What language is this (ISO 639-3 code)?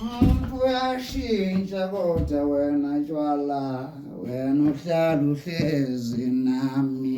zul